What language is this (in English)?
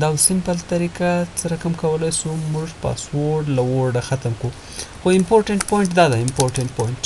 Pashto